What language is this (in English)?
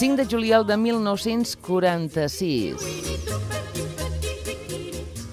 Catalan